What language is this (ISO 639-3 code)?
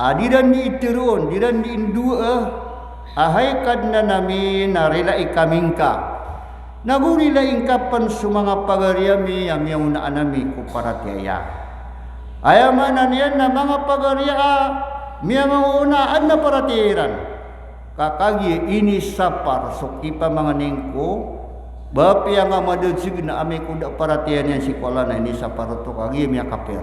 mrw